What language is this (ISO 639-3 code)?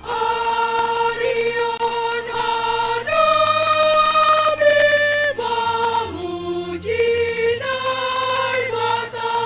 bts